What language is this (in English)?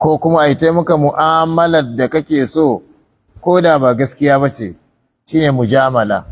Hausa